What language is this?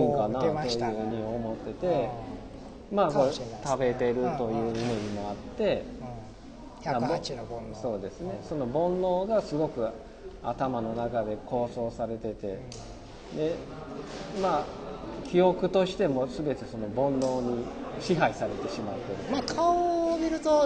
Japanese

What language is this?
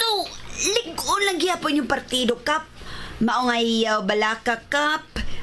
Cebuano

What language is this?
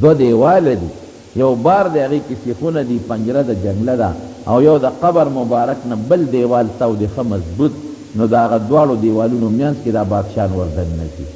Pashto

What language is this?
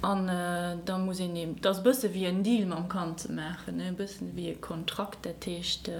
Luxembourgish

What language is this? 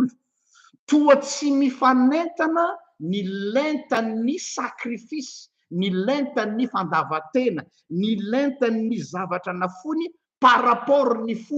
Malagasy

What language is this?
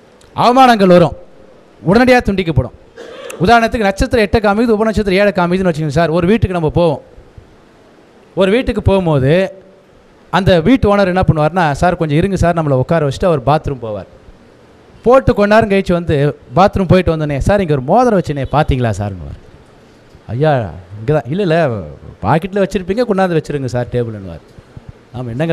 Tamil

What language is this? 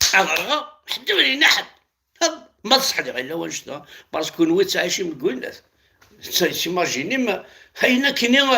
Kabyle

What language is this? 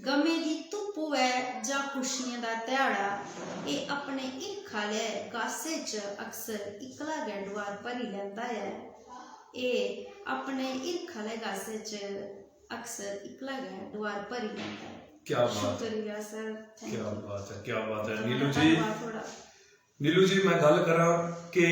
Dogri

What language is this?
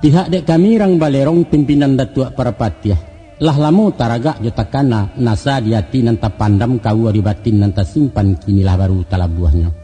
Minangkabau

